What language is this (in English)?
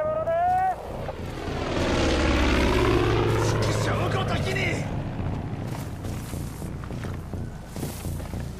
Japanese